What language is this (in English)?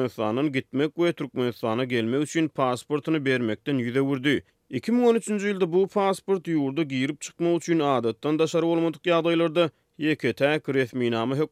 Turkmen